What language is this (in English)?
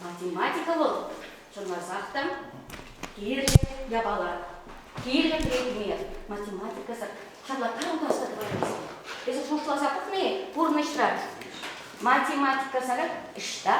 Chuvash